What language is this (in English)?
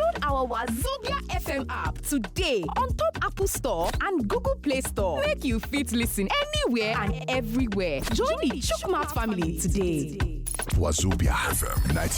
Nigerian Pidgin